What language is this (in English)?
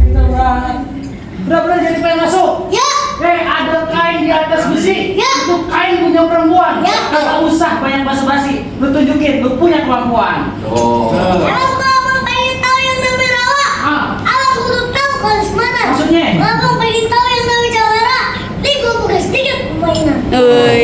Betawi